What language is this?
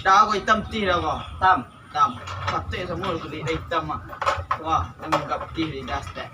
Minangkabau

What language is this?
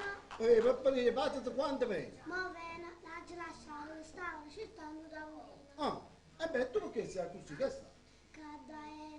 Neapolitan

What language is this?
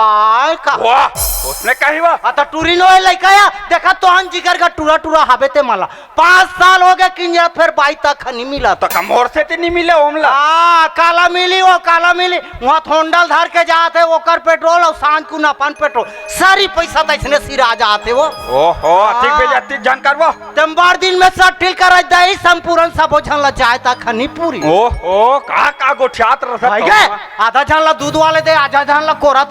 Chhattisgarhi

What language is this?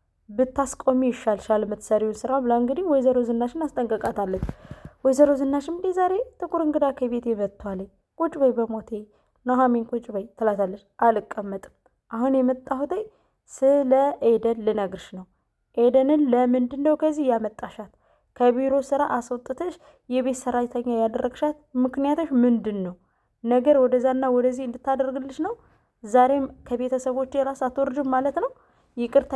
Amharic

